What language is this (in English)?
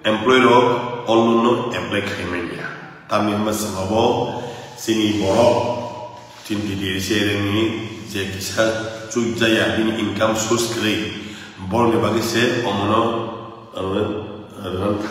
Kok Borok